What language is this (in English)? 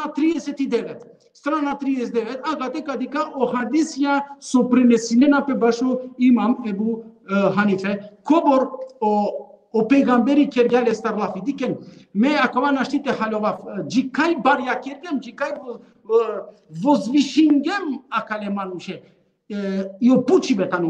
Balkan Romani